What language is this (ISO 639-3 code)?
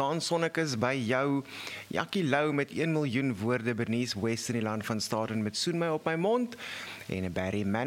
afr